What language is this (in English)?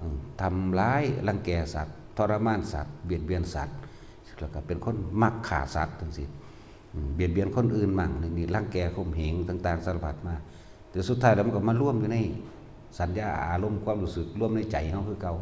Northeastern Thai